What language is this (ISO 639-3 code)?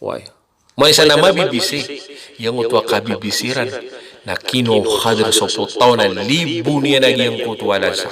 mrw